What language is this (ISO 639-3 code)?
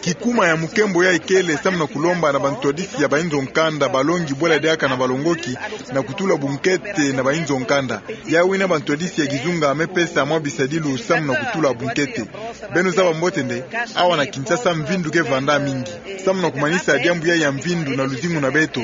ktu